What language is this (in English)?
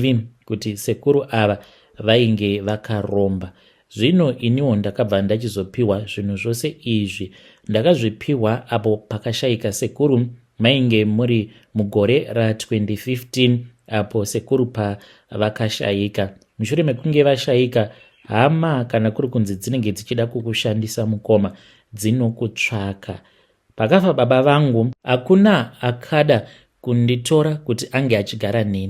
Shona